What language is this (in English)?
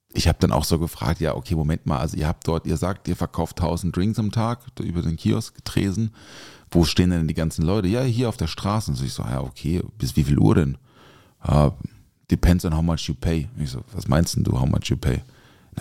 German